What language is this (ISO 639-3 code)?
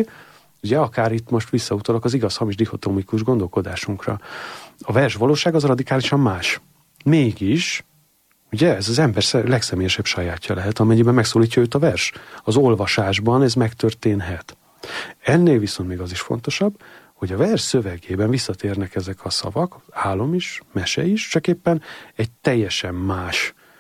hun